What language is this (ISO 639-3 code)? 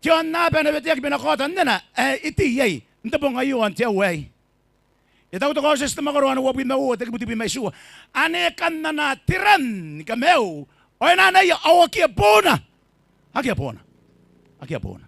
gil